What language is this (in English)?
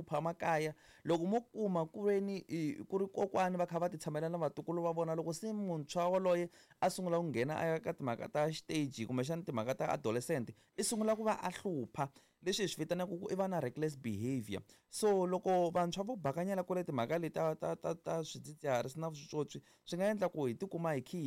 Tsonga